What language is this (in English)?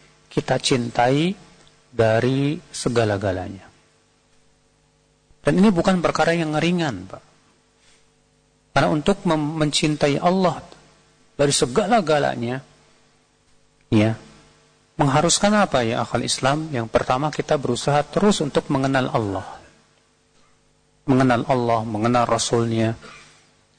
Indonesian